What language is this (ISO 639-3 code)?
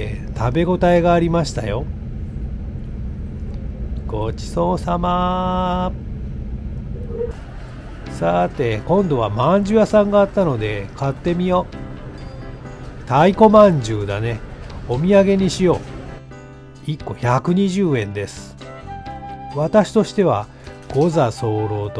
jpn